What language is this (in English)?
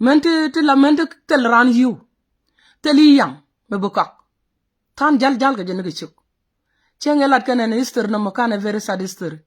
Nuer